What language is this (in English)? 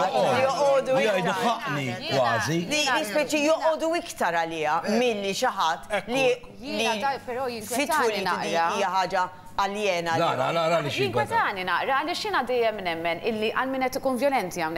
Maltese